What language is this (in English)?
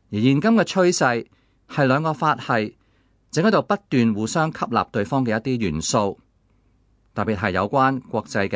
Cantonese